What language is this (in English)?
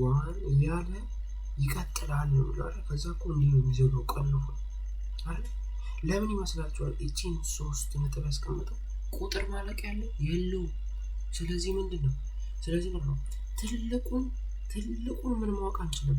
Amharic